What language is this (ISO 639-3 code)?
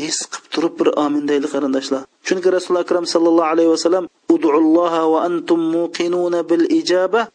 uig